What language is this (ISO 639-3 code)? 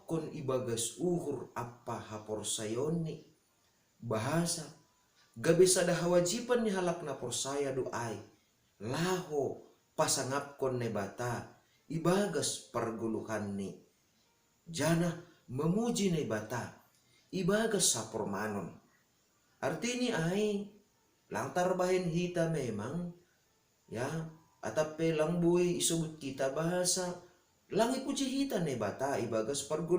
bts